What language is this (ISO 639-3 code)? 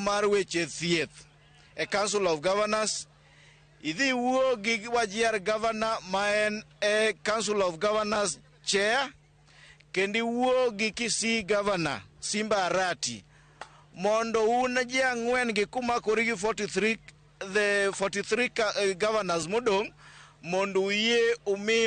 luo